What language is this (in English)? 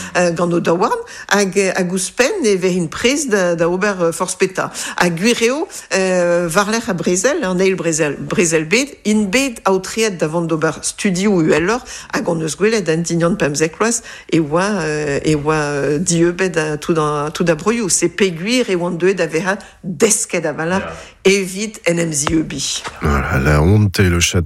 Breton